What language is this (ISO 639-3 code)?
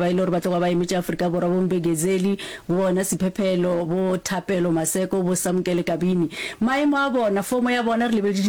nso